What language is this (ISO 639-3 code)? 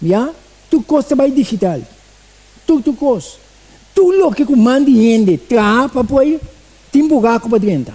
pap